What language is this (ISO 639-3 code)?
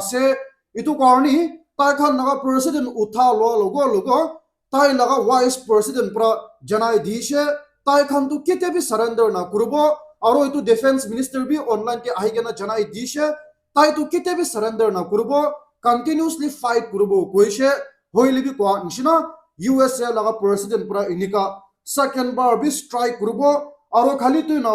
nag